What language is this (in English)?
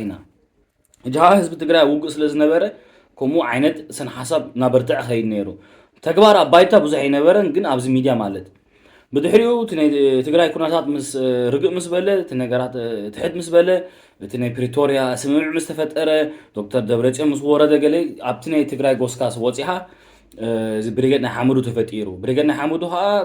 Tigrinya